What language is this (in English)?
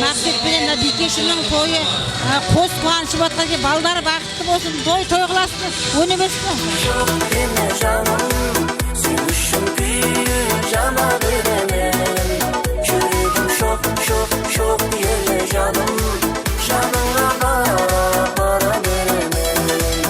Kara-Kalpak